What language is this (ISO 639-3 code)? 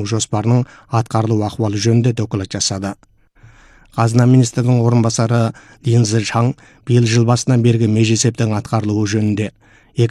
kaz